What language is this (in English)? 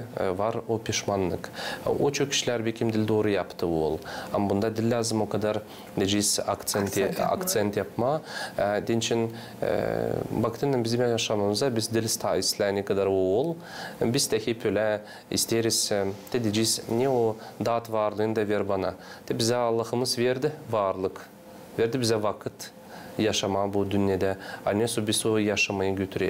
Gagauz